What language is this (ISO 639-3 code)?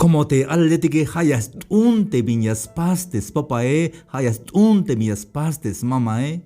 tzh